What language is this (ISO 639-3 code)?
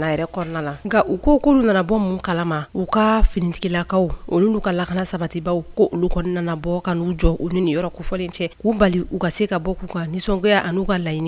bam